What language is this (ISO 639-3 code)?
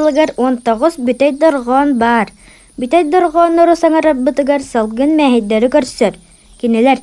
sah